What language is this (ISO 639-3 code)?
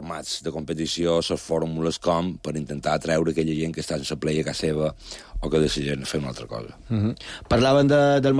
cat